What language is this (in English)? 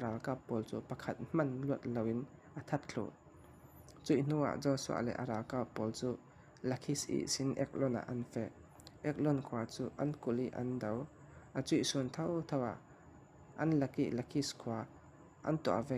Falam Chin